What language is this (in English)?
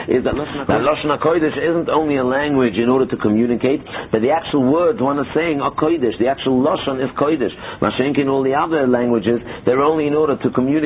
English